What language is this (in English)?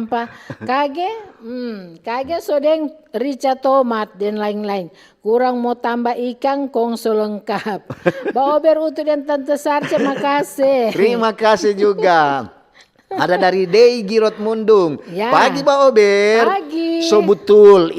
Manado Malay